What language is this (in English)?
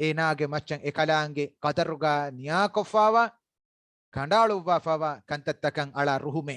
Divehi